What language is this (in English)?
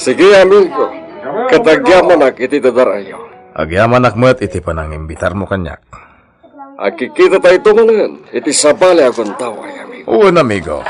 Iloko